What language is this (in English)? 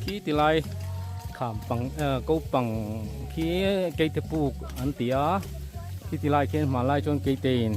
Mizo